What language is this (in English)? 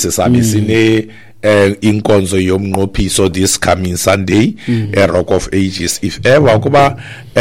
Xhosa